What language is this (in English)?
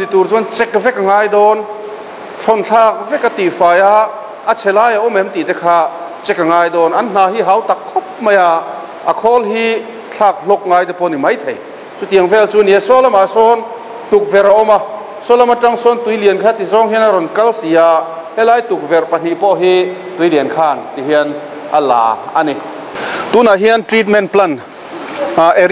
Mizo